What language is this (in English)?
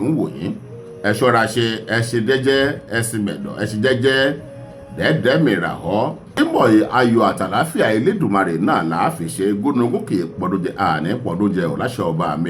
Yoruba